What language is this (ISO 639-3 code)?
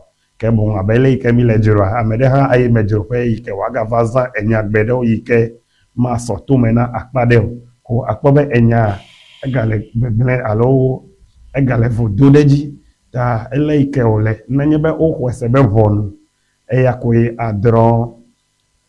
ewe